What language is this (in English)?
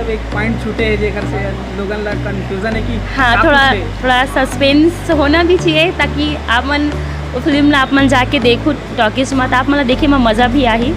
Chhattisgarhi